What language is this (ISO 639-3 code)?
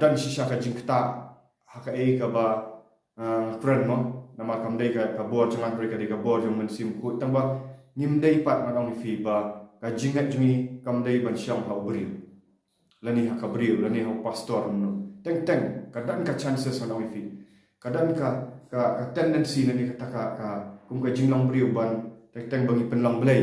kha